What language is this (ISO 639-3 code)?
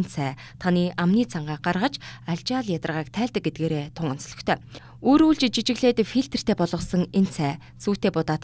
mon